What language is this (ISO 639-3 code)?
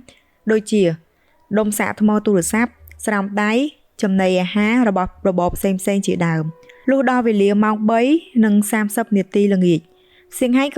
khm